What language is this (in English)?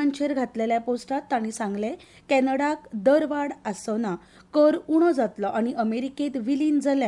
Konkani